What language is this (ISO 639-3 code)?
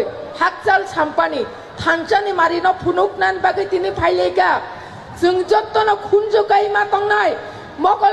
trp